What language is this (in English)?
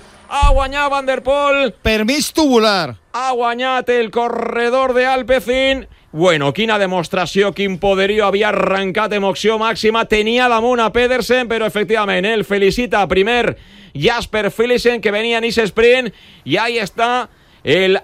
Catalan